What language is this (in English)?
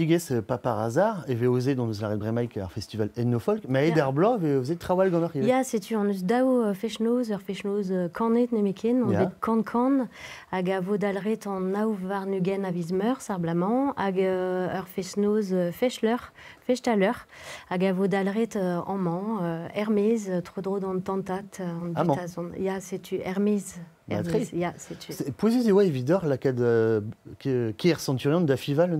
Breton